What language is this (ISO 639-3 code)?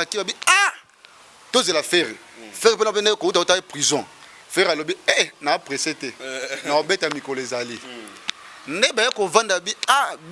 lin